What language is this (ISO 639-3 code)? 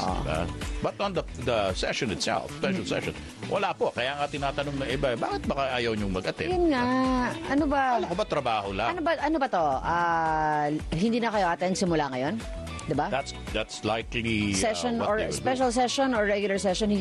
fil